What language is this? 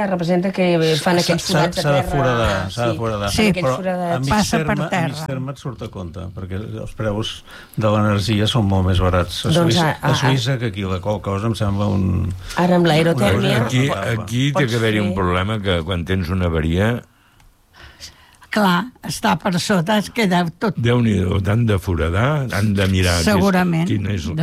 Catalan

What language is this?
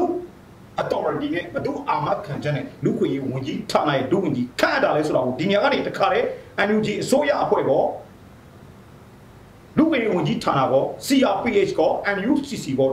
Burmese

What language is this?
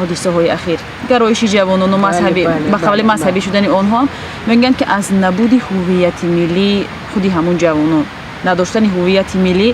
Tajik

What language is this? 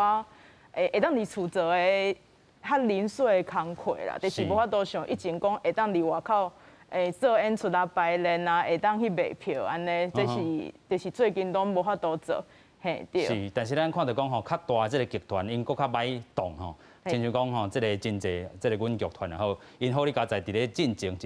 Min Nan Chinese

